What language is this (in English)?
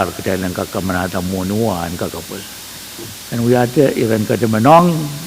Pohnpeian